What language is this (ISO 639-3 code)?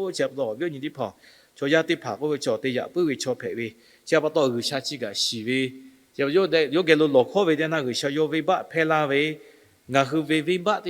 lhu